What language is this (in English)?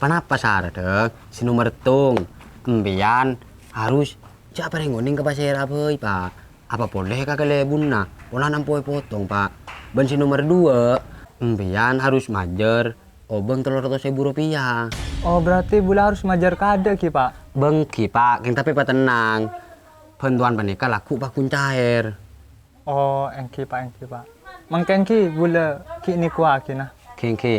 Madurese